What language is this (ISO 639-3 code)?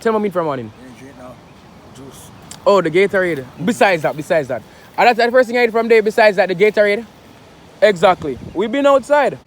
jam